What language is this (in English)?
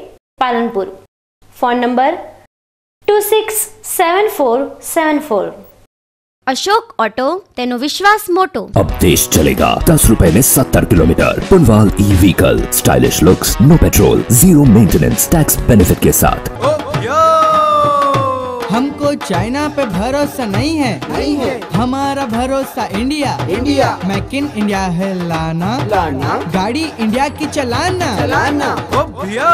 Gujarati